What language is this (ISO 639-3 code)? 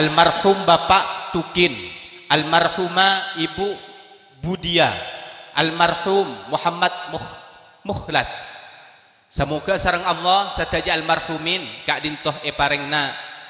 mad